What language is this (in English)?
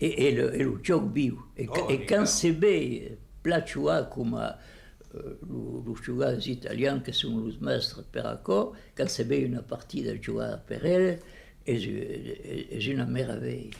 Occitan